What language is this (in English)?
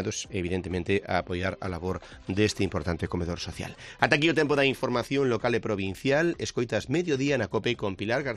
Galician